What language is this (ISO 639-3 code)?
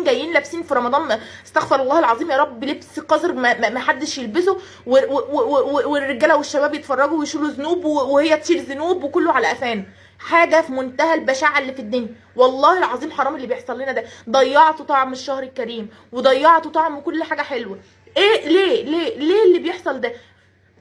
arz